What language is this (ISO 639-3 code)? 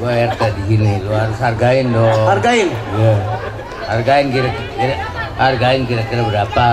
bew